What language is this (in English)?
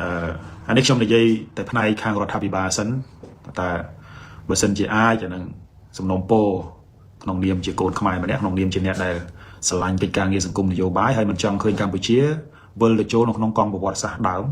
Khmer